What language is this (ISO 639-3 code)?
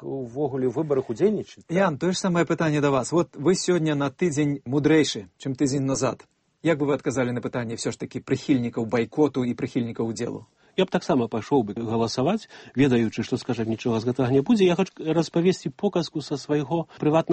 bel